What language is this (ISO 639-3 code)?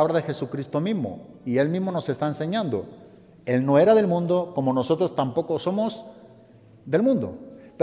spa